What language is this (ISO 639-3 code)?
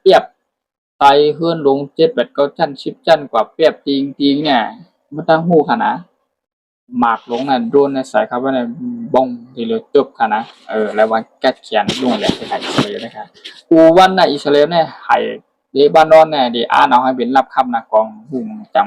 shn